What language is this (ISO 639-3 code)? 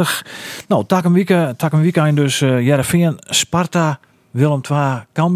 fry